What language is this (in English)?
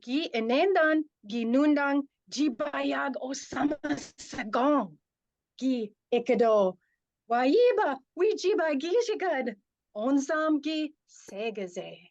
Chippewa